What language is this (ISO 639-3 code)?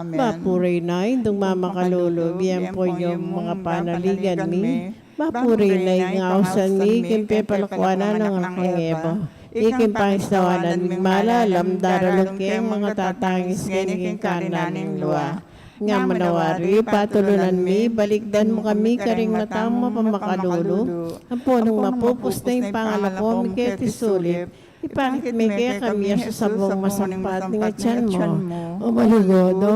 pam